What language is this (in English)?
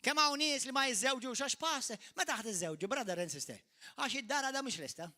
Maltese